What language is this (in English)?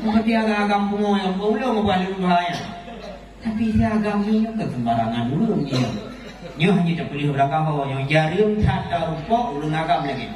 Achinese